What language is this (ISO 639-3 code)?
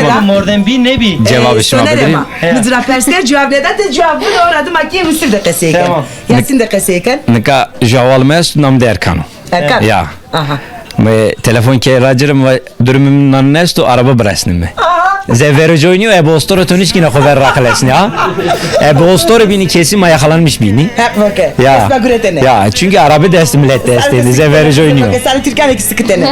zza